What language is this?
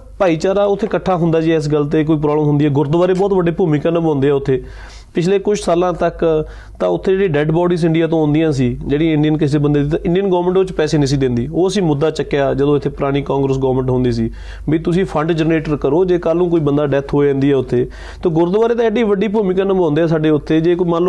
Punjabi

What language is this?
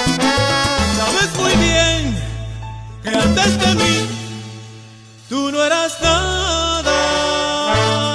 Spanish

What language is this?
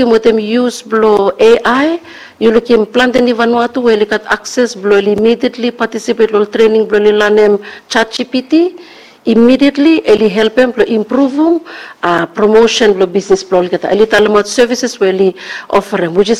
Bislama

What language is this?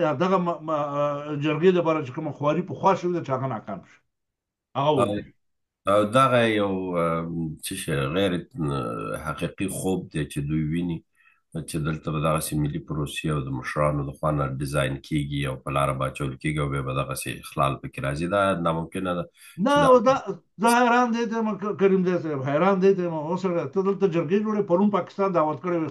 Pashto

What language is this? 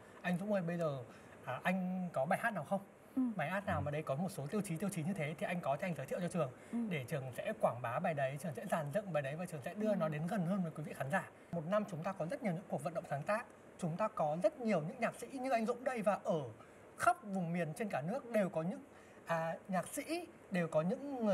Vietnamese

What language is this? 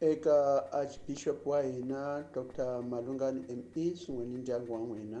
Tsonga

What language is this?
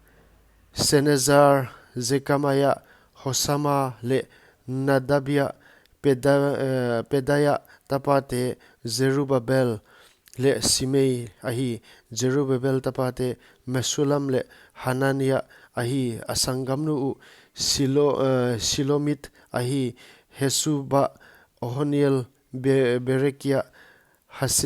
Paite Chin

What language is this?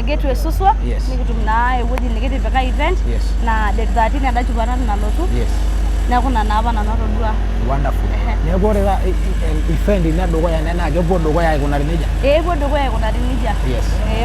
Masai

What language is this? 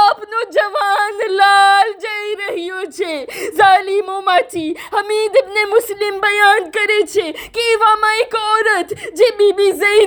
Gujarati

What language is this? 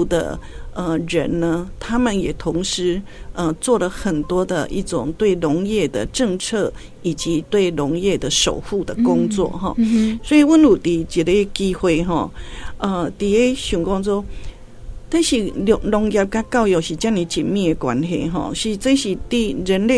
Chinese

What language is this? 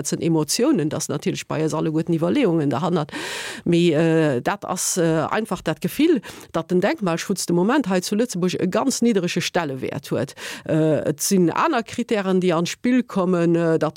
Luxembourgish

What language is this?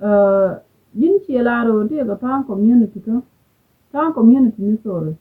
Nuer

